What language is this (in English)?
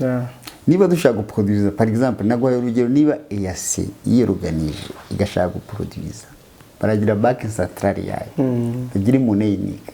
Kinyarwanda